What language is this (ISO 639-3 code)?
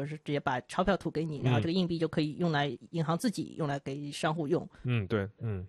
zho